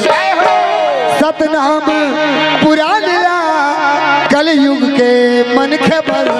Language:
Chhattisgarhi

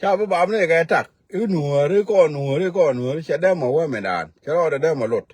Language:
Nuer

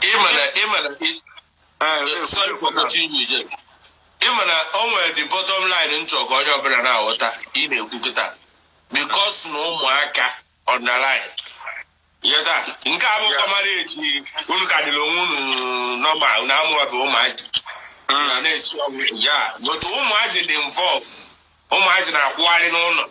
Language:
Igbo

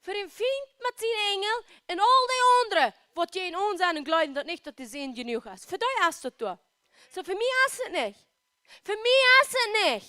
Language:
Plautdietsch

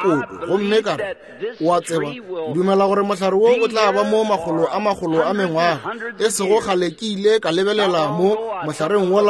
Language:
Northern Sotho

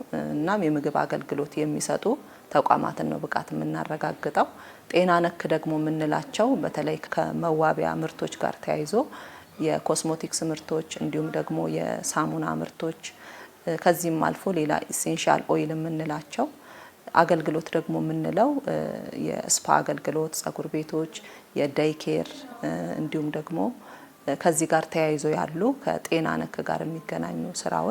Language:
Amharic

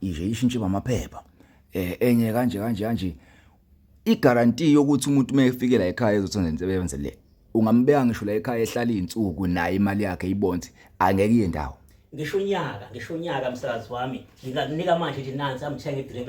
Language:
Zulu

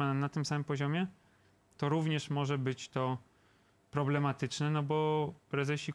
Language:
Polish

